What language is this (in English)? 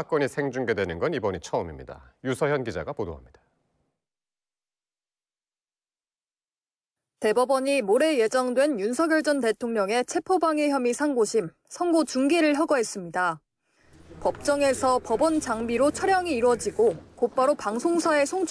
Korean